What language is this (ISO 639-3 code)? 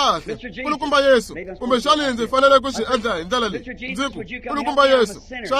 tso